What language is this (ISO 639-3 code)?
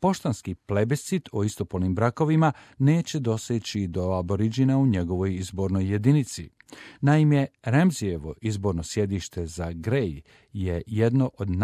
hrv